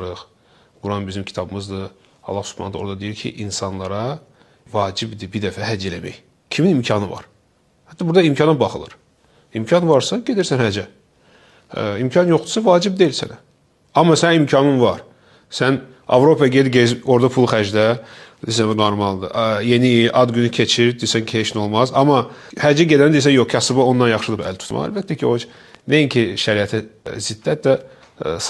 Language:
Azerbaijani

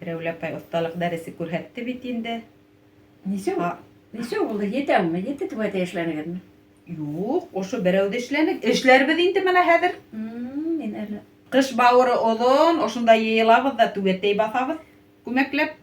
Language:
Bashkir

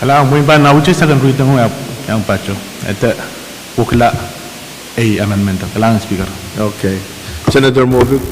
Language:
Pohnpeian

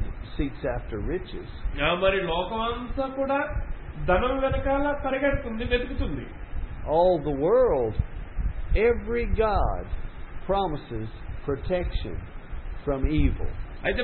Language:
Telugu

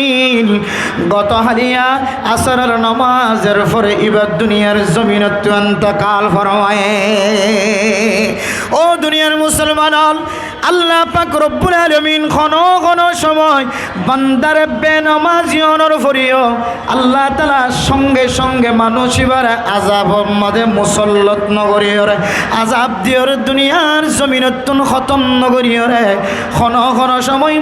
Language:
Rohingya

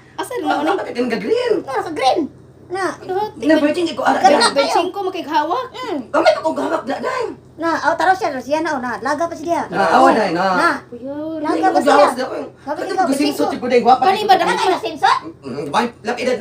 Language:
Cebuano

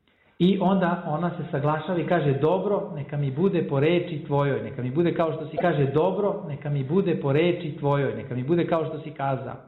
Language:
Serbian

